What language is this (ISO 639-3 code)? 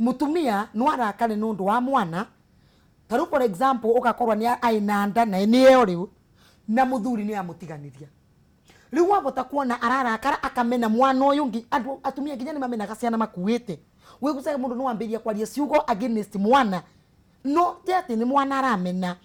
kik